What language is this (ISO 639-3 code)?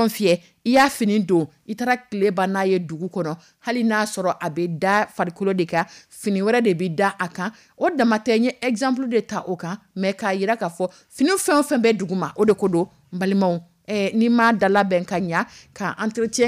dyu